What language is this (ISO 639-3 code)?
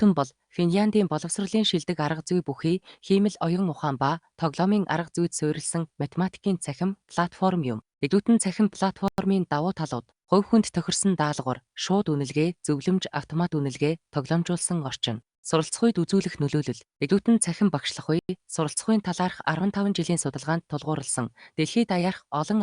mon